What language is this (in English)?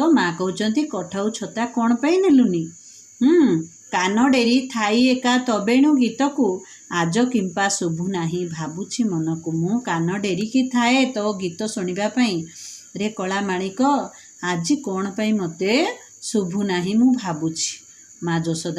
Odia